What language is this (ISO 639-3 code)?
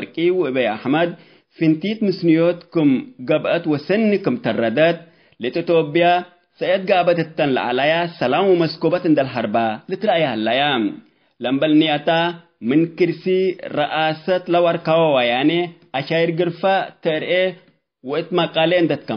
tig